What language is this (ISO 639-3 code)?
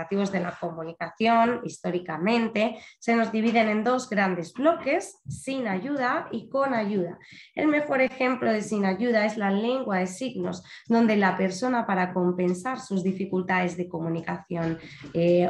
spa